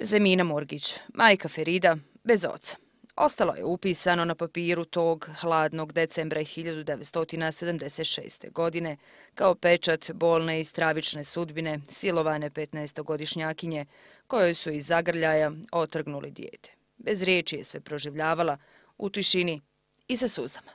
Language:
Bosnian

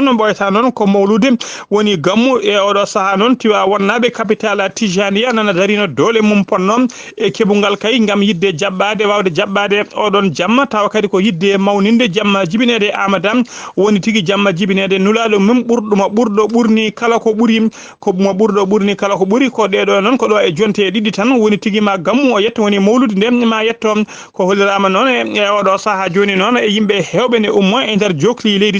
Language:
Fula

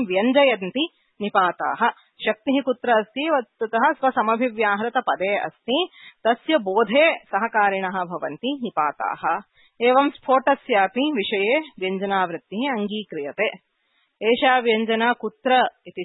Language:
Sanskrit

